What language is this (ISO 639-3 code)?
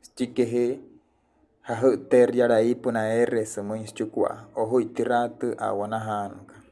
guc